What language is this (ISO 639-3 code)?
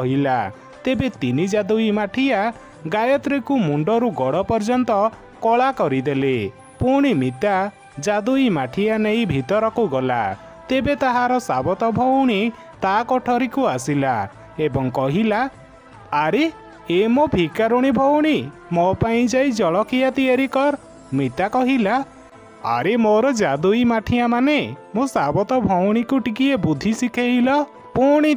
ori